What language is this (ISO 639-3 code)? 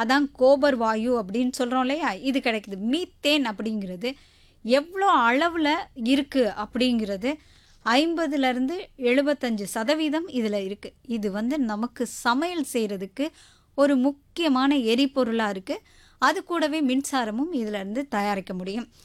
tam